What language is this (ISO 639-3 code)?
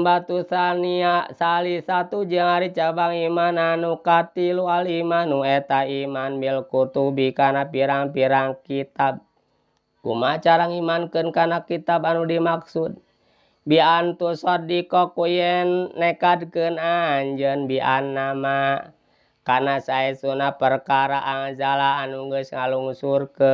sun